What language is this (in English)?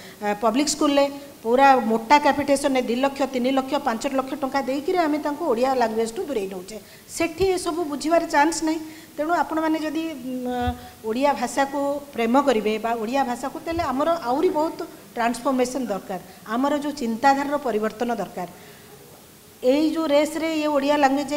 Odia